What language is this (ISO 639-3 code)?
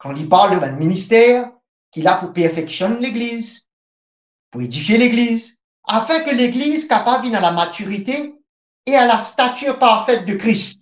mfe